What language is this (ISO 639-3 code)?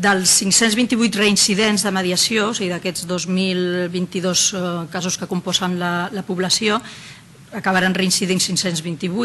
cat